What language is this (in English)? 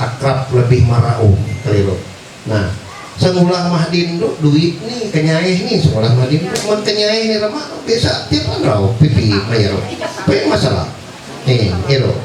Ma'anyan